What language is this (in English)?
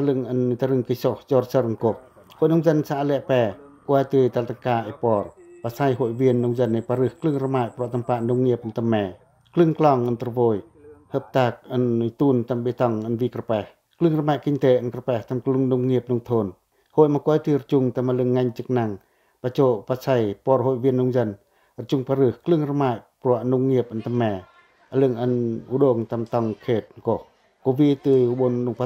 Pacoh